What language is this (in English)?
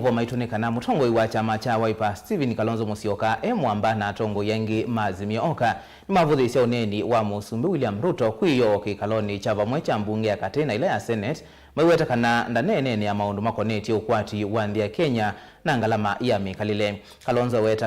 Kamba